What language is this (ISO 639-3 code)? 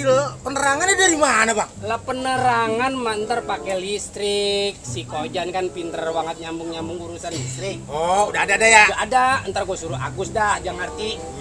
bew